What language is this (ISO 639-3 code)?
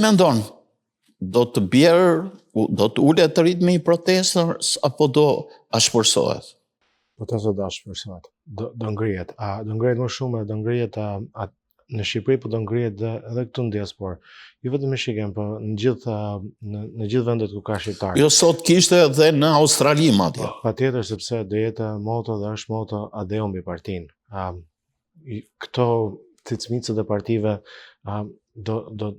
sqi